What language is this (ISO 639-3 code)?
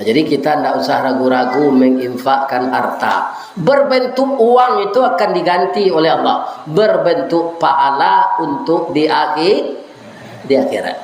min